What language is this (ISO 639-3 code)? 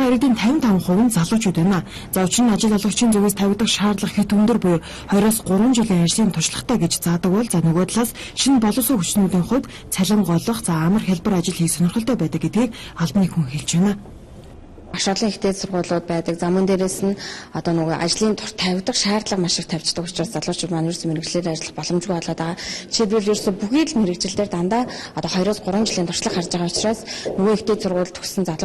mon